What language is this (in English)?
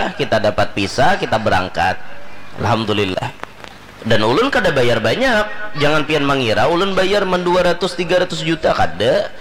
Banjar